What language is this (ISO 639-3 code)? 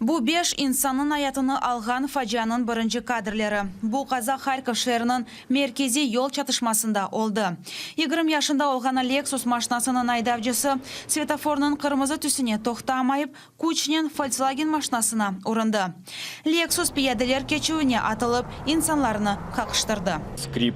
crh